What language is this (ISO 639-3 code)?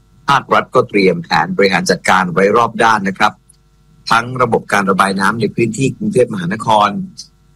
tha